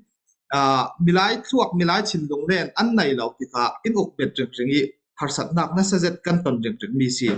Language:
Falam Chin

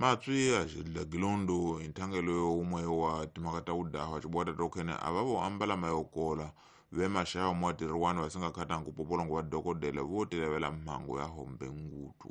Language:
Tsonga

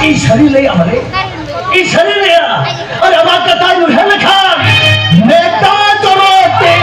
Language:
Santali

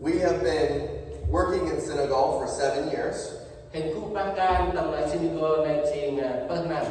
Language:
Central Mnong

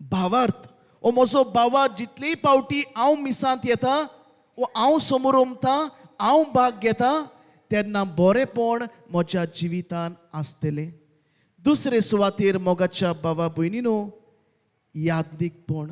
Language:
Konkani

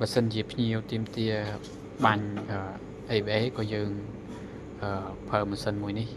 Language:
Khmer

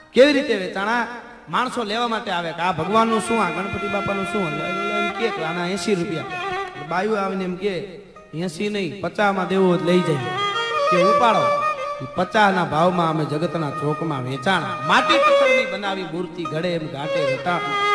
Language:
Gujarati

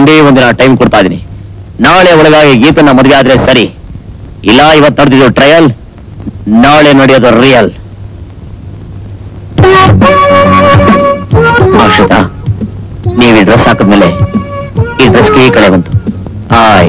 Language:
Kannada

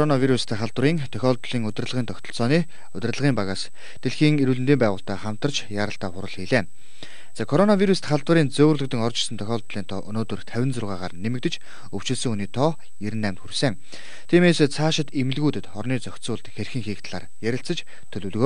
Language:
Mongolian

